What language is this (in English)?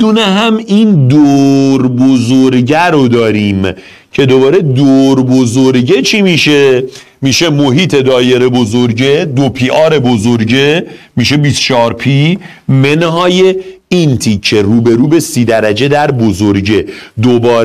Persian